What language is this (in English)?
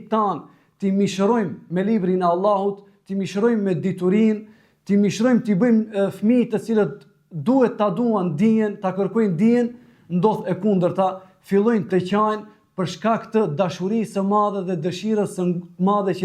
Albanian